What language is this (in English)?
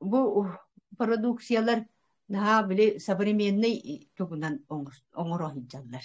Yakut